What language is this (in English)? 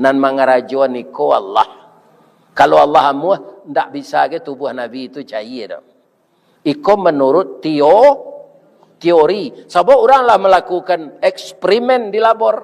Minangkabau